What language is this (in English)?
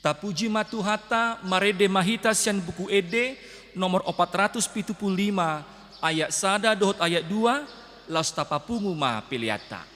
Batak Toba